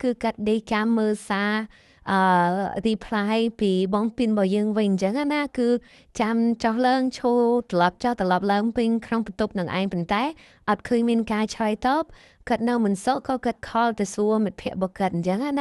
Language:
Khmer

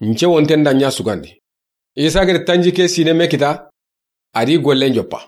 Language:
Soninke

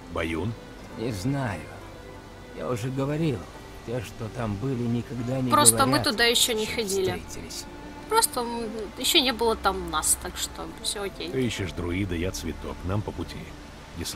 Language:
Russian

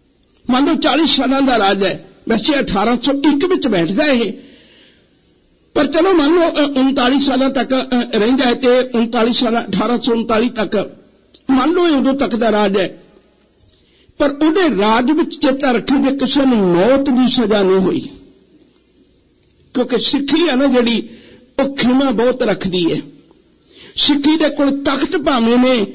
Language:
Punjabi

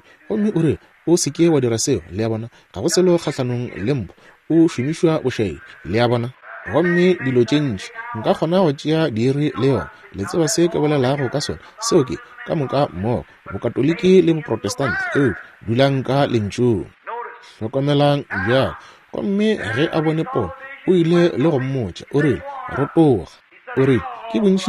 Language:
Northern Sotho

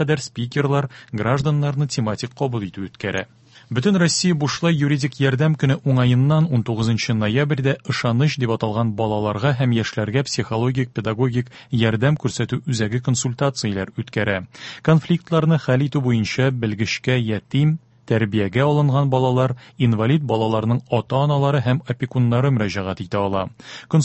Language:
Tatar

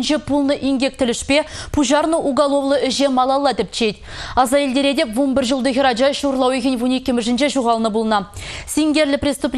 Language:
Chuvash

